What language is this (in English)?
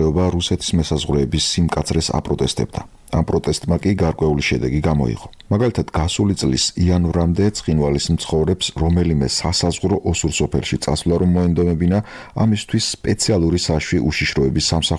Georgian